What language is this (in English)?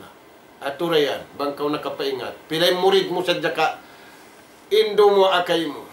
Tausug